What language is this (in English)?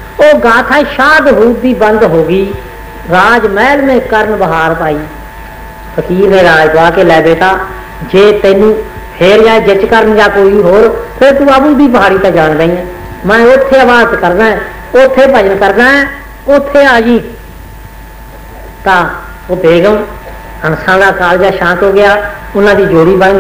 Punjabi